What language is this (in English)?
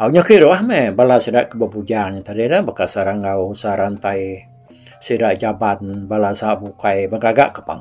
Iban